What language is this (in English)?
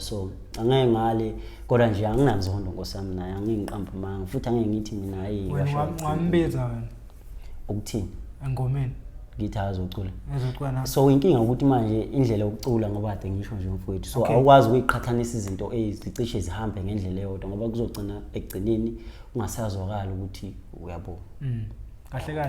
Zulu